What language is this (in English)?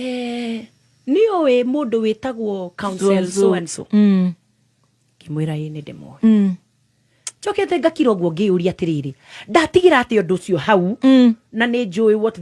Kikuyu